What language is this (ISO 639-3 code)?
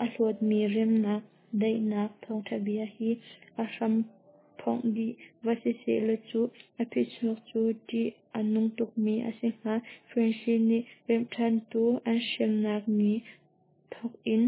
cnh